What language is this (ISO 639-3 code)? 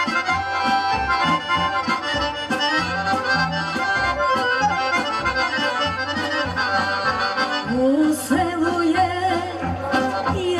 srp